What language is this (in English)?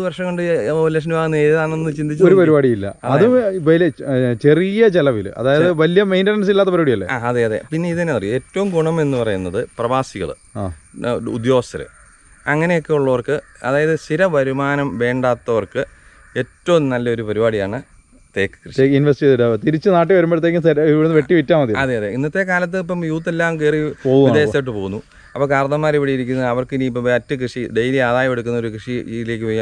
Malayalam